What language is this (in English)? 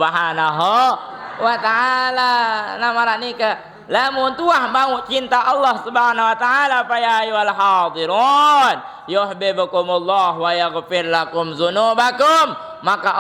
Sasak